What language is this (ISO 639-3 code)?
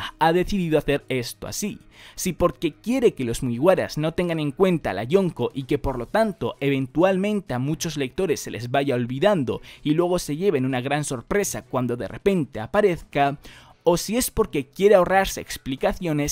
spa